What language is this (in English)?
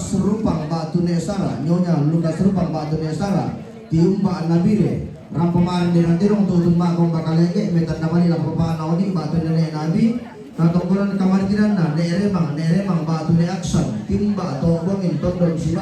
Toraja-Sa'dan